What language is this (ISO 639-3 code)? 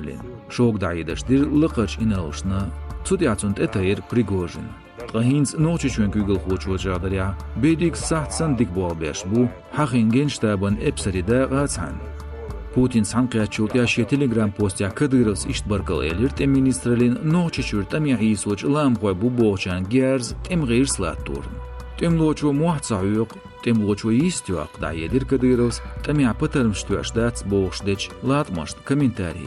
che